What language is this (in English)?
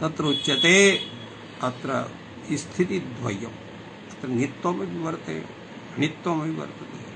Sanskrit